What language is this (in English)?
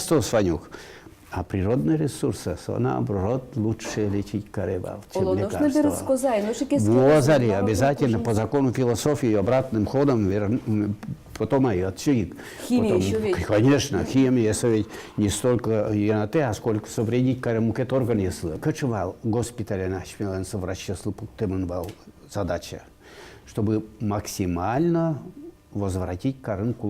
Udmurt